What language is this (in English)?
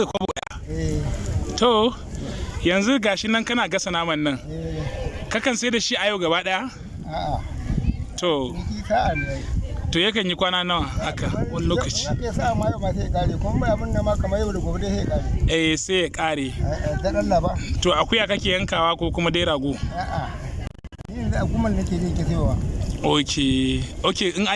Hausa